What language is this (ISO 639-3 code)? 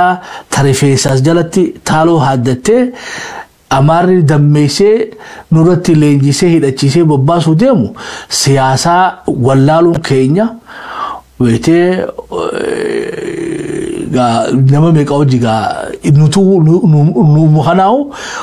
orm